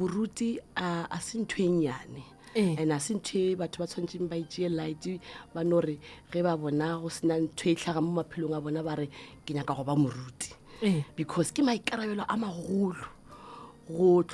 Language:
Northern Sotho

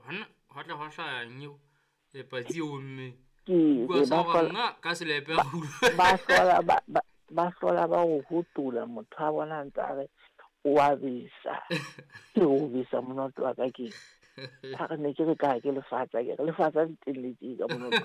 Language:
Southern Sotho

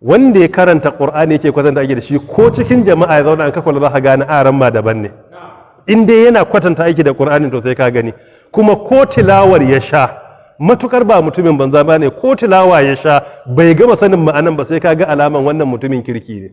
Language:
Hausa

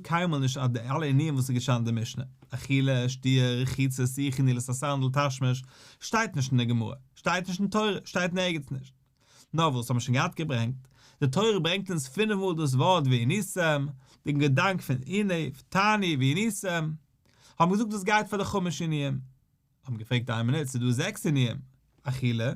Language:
Yiddish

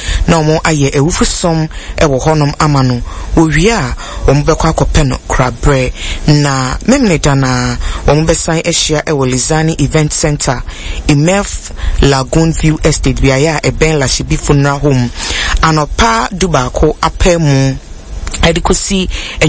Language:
Akan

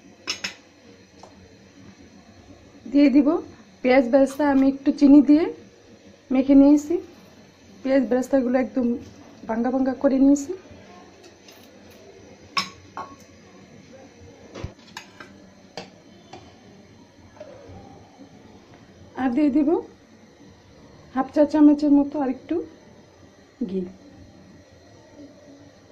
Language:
Bangla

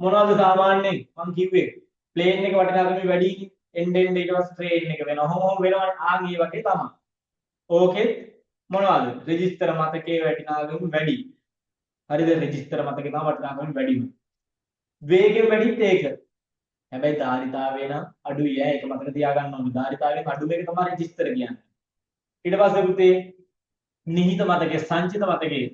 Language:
Sinhala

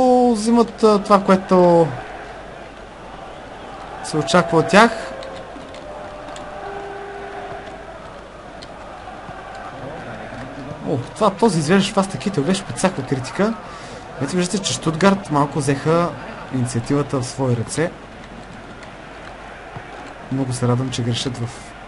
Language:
Bulgarian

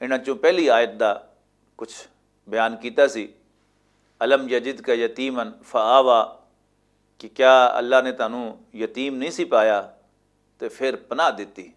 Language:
Western Panjabi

